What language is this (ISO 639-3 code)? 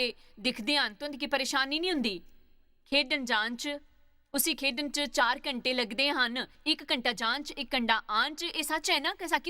doi